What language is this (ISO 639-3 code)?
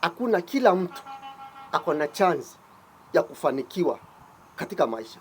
swa